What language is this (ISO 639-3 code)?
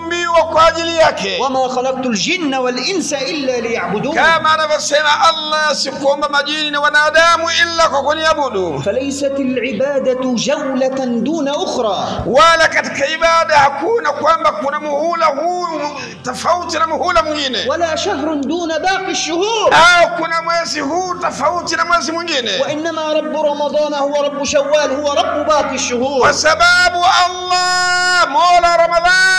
swa